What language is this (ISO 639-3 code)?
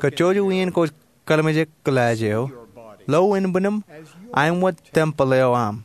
mah